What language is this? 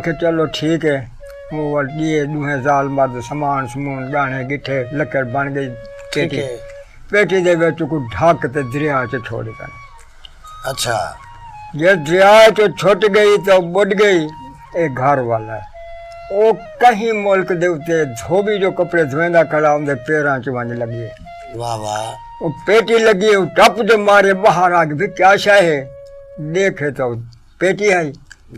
Saraiki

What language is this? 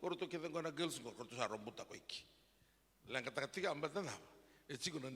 Fijian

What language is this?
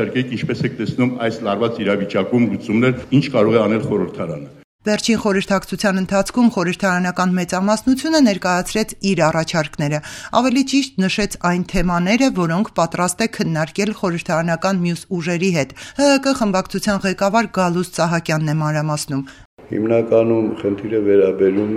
Armenian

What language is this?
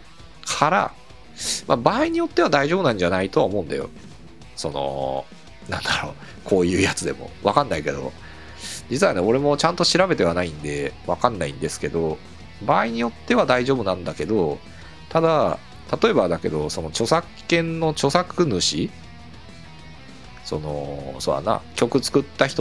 Japanese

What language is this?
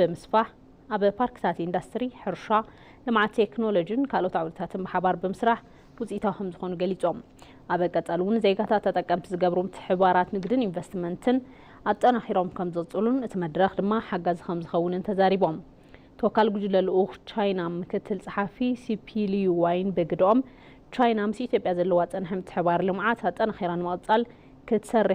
Tigrinya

